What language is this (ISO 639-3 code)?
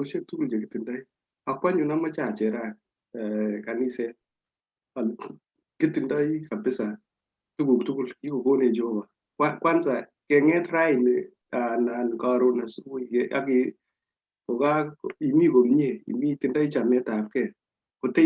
kln